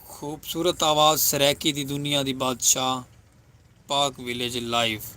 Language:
Saraiki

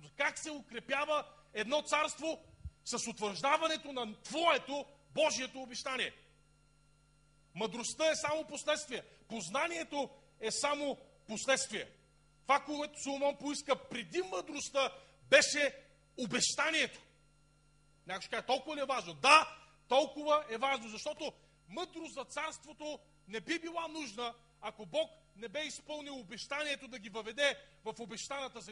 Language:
Bulgarian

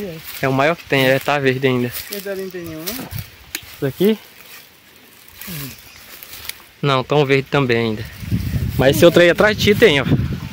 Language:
Portuguese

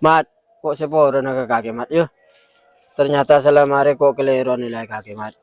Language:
Madurese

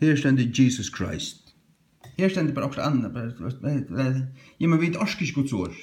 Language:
Faroese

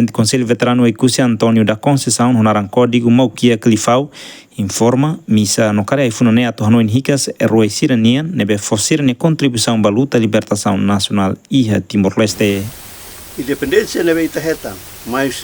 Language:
Tetum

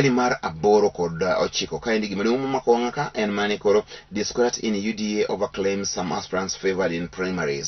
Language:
Luo (Kenya and Tanzania)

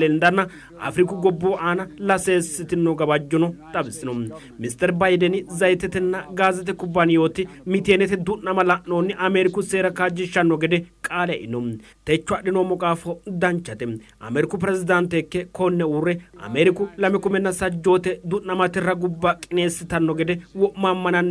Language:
Sidamo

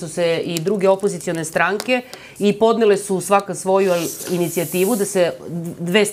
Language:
Serbian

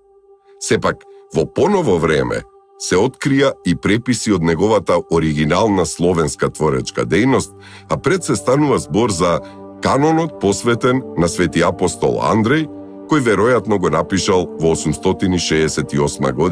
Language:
Macedonian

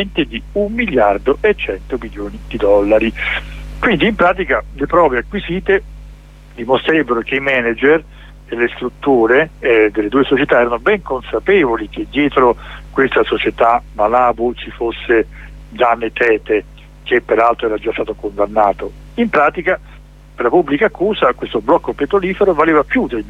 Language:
Italian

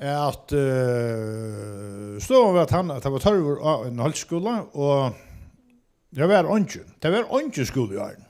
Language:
Faroese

